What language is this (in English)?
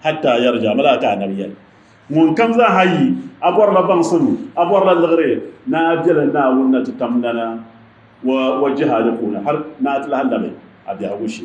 Dagbani